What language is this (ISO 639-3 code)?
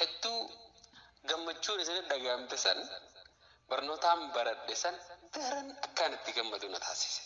orm